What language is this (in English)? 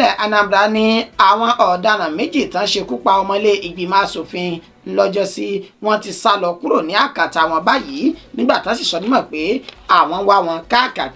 Yoruba